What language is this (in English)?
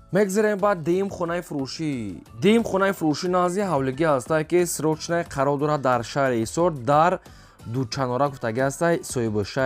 Tajik